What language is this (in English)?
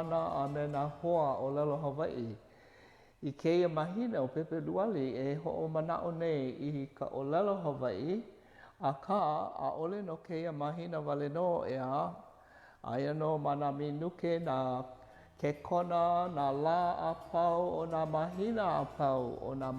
Hawaiian